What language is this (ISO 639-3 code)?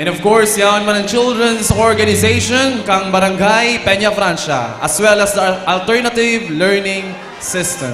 bik